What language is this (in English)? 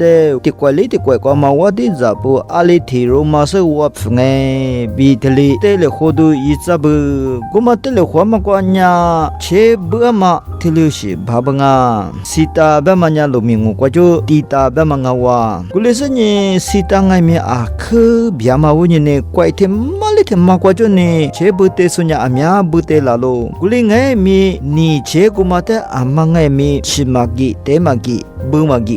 Lisu